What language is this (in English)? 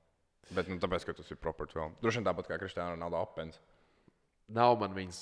Latvian